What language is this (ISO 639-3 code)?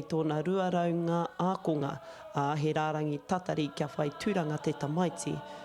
mri